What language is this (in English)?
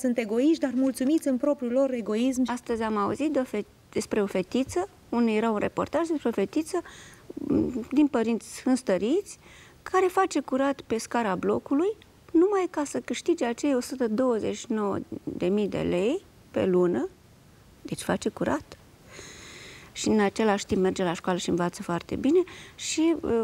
Romanian